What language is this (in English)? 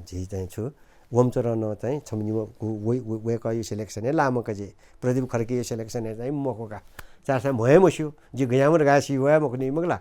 Newari